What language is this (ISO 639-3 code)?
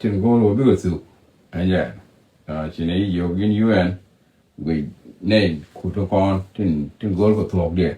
nus